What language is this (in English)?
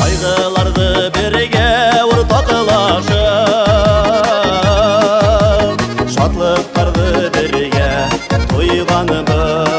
Bashkir